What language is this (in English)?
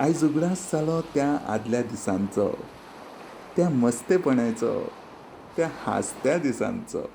Konkani